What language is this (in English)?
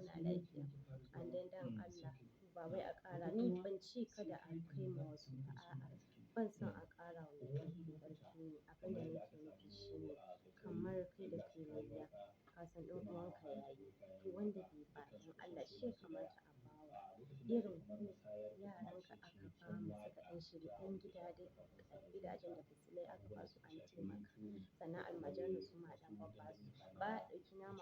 Hausa